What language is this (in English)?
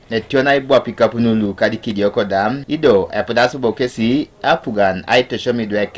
Teso